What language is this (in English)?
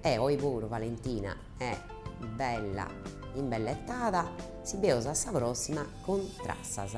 Sardinian